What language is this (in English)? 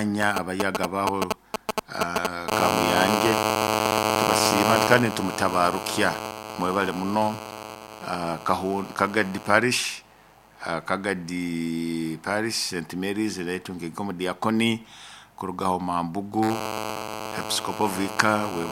Nyoro